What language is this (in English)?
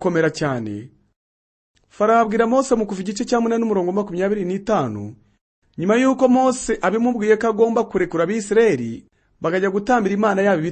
Kinyarwanda